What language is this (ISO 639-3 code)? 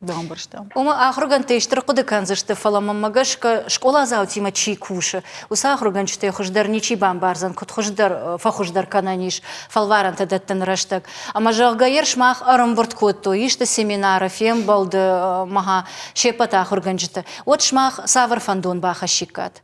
oss